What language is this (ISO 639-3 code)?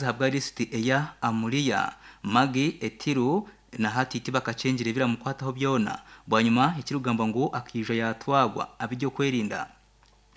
nyn